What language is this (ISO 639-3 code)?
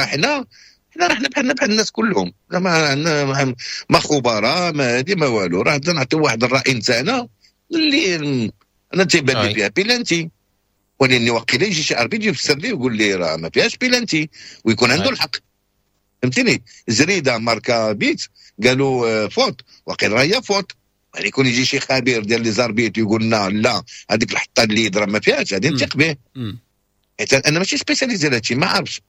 ary